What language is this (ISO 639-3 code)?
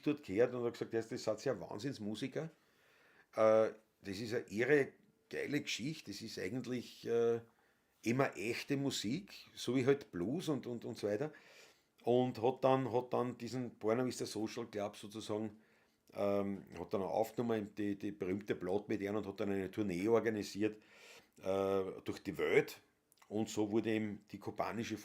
bar